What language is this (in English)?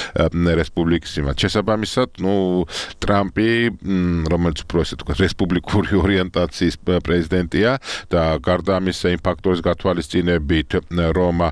Georgian